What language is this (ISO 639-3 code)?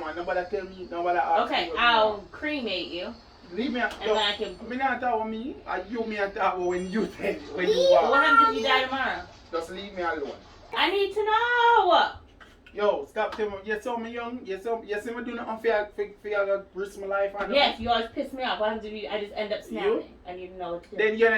jam